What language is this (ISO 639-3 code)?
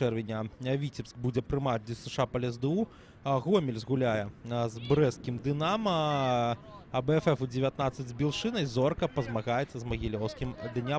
bel